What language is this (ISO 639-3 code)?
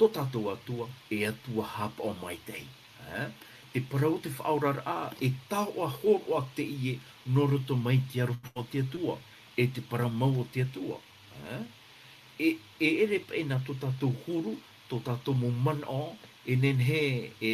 tah